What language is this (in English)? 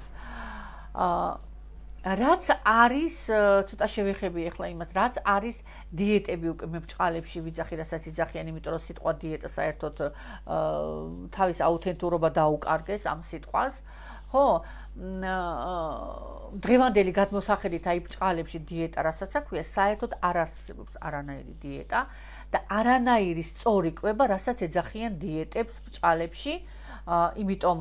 Georgian